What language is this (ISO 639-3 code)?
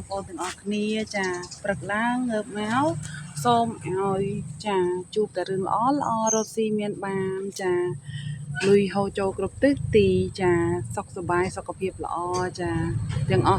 khm